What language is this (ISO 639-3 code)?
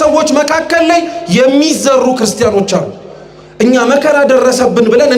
amh